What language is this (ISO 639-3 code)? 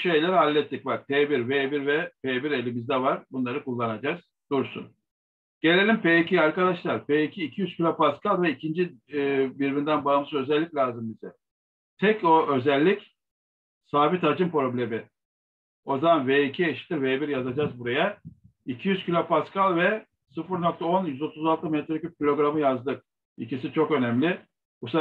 tur